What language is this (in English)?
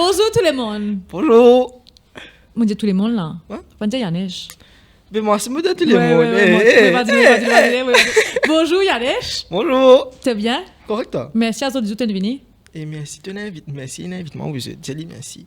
Morisyen